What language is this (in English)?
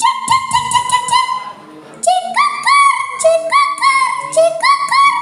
Balinese